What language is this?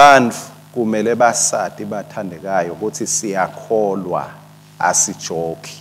Swati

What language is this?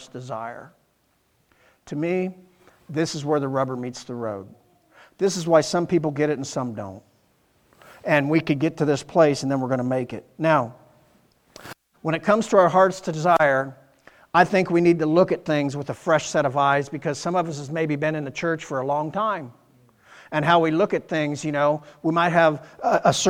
English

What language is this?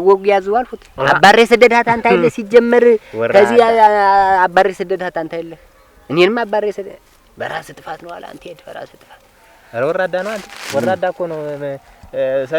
Amharic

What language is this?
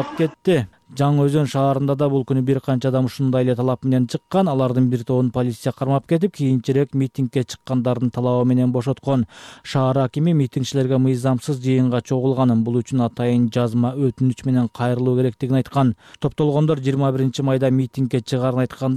Kyrgyz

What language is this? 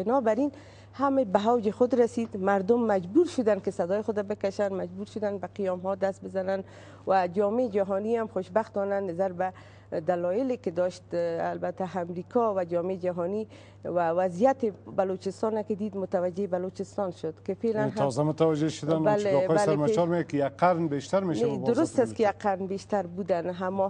Persian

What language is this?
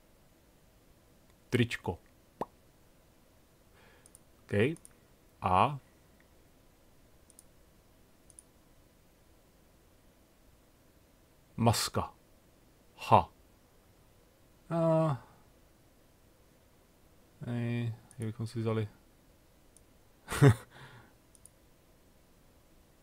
Czech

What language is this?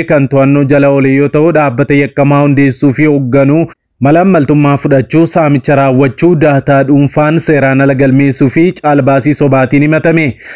Oromo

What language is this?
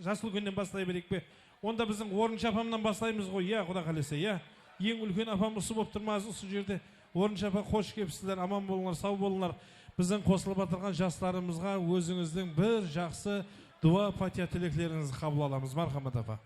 Kara-Kalpak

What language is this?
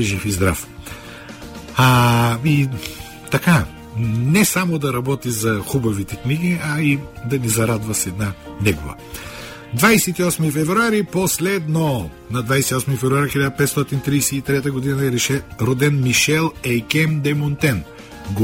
Bulgarian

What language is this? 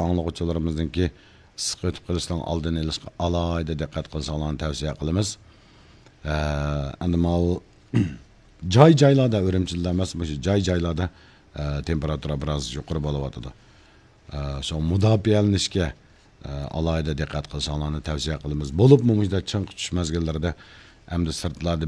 Uyghur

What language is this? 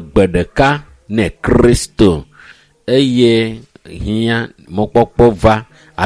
Ewe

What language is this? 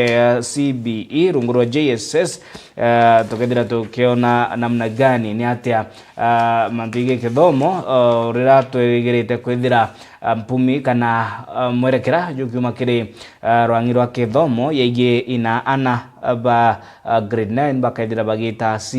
Meru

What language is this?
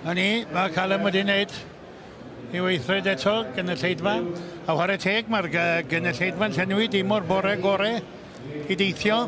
Welsh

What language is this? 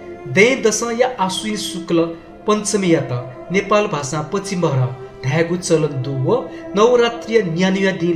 Newari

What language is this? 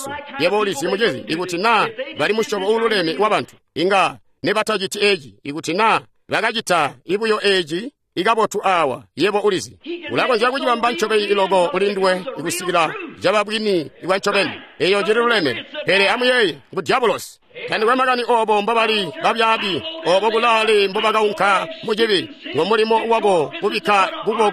Tonga (Zambia)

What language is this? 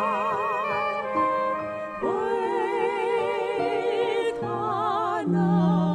Chinese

